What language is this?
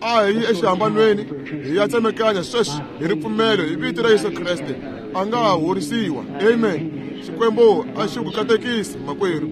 Tsonga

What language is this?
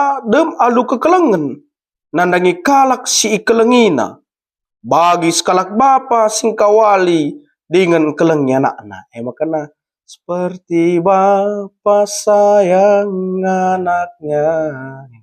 Batak Karo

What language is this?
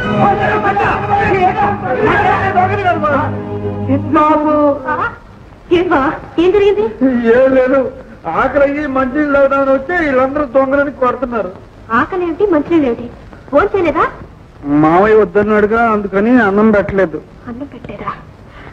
Telugu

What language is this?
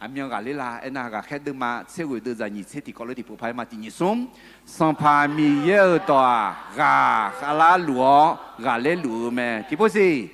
Akha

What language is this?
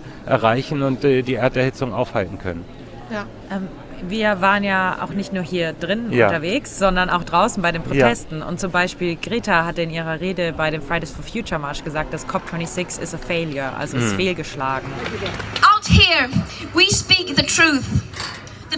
German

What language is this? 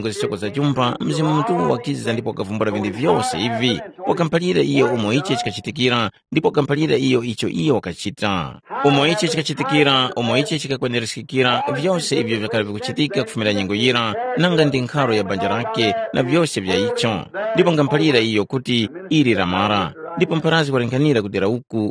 Tumbuka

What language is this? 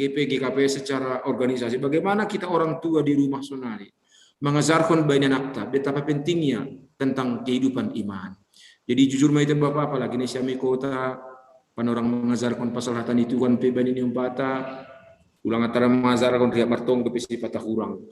Batak Simalungun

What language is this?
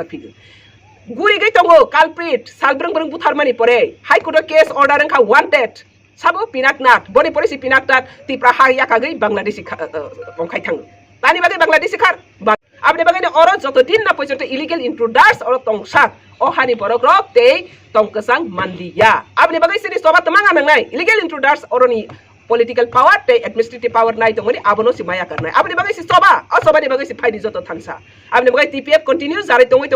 Kok Borok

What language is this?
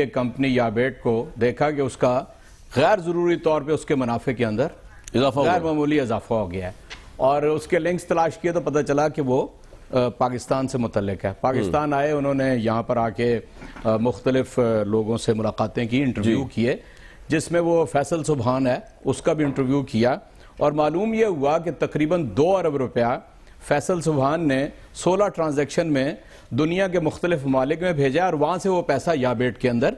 Urdu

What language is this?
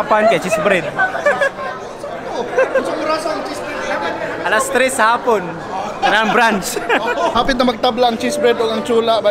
Cebuano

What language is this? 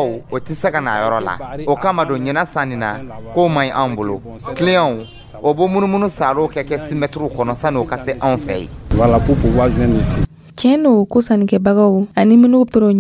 Dyula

